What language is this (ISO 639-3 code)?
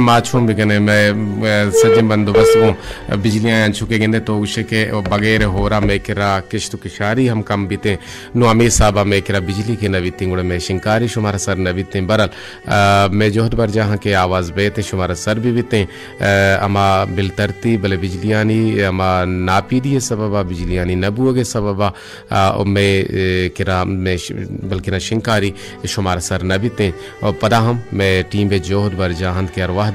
bal